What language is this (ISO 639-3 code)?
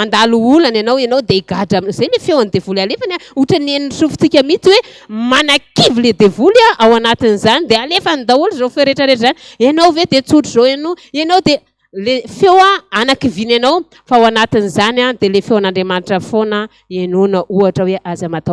mlg